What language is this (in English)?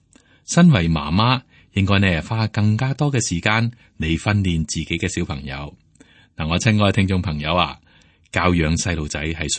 Cantonese